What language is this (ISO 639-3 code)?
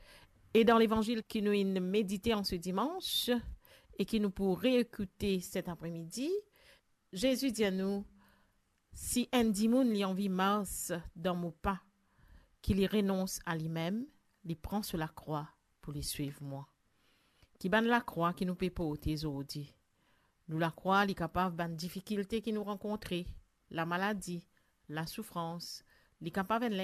mfe